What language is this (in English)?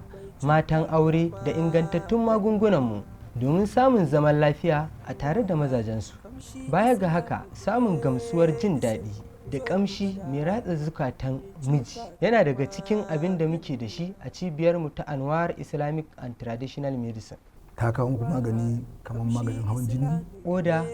Hausa